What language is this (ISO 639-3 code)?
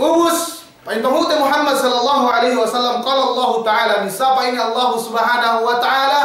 yka